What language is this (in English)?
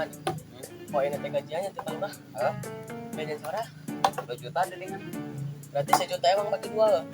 Sundanese